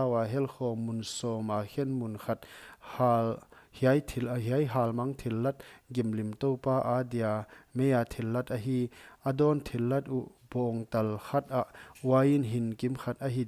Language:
Paite Chin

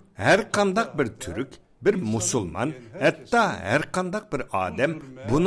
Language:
Uyghur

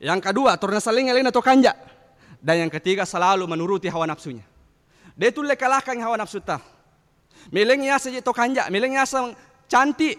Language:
Buginese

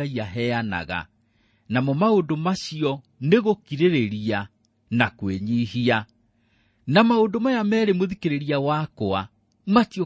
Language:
Kikuyu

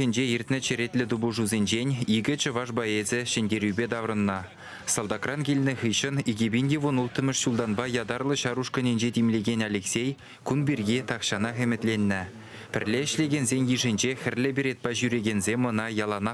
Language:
Chuvash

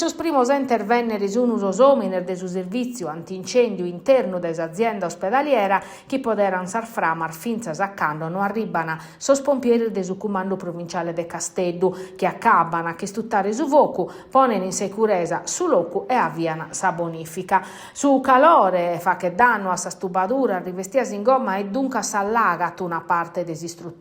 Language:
Sardinian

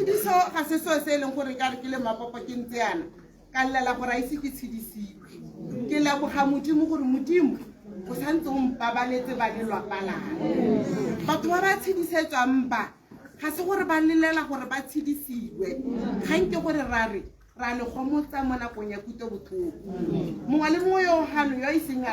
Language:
Tswana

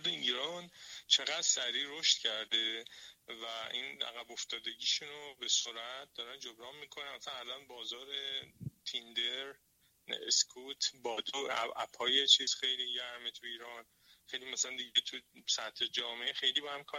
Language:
Persian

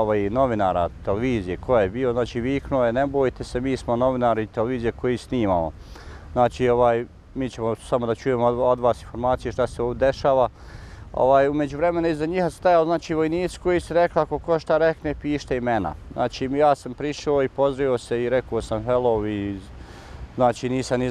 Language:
Bosnian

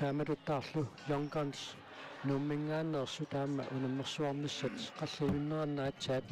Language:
Kalaallisut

